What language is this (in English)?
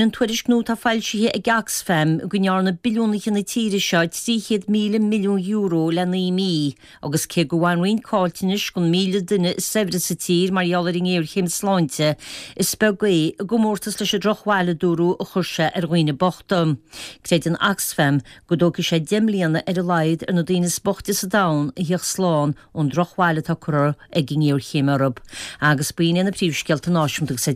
Irish